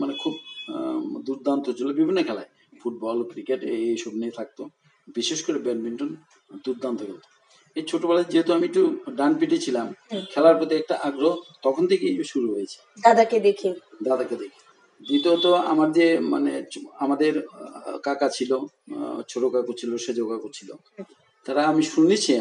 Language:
Bangla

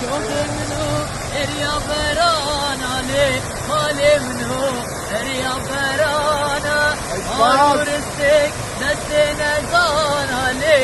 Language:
Kurdish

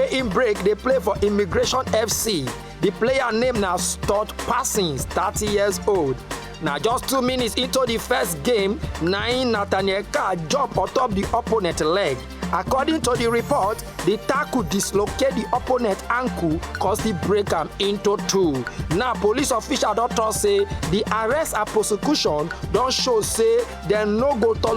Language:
Nigerian Pidgin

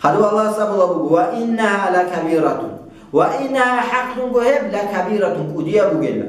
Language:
Avaric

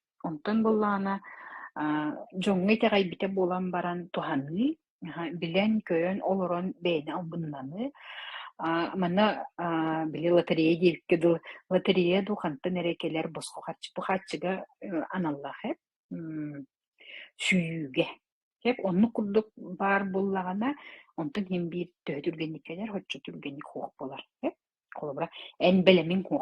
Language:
Yakut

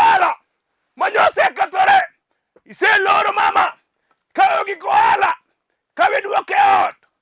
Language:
Luo (Kenya and Tanzania)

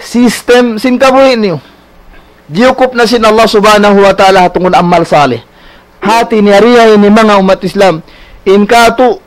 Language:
Tausug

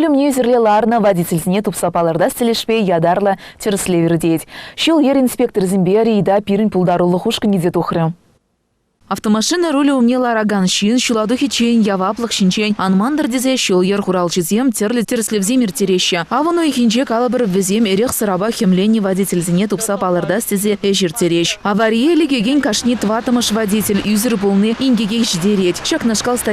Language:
Chuvash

